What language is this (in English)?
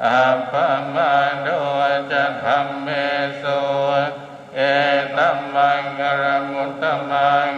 Pali